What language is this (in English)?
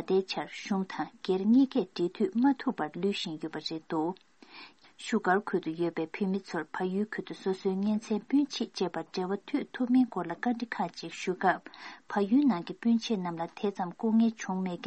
Tibetan